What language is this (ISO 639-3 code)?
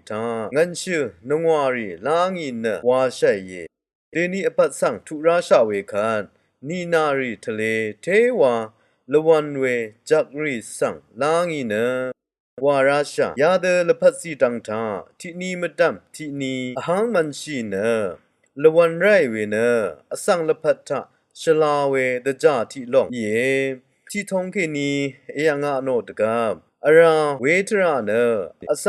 raw